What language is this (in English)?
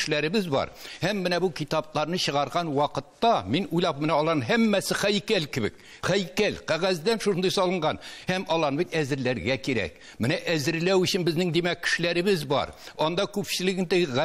Tatar